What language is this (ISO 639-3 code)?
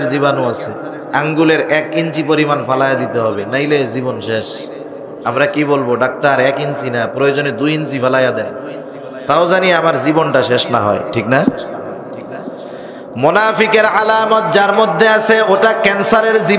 ben